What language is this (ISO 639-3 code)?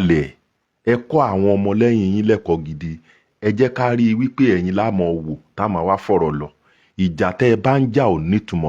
yor